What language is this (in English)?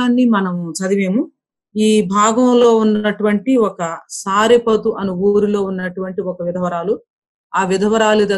Telugu